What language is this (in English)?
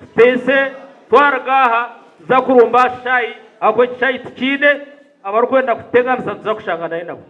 Nyankole